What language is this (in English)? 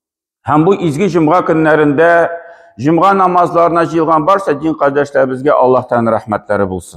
Tatar